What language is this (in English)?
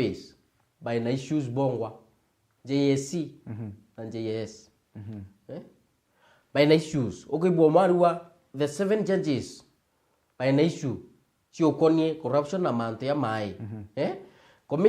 Meru